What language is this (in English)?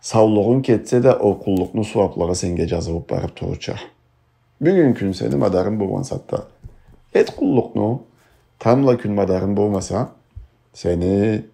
Karachay-Balkar